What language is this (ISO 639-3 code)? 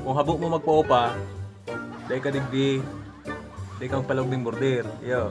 bik